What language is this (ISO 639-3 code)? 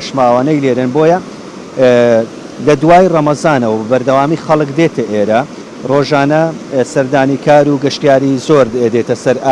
ckb